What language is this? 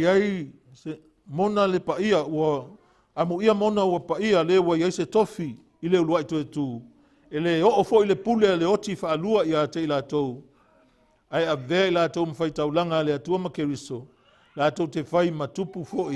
Samoan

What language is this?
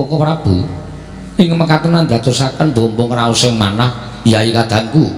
Javanese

